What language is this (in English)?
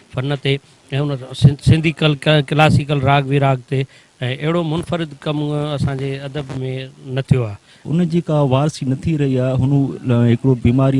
Sindhi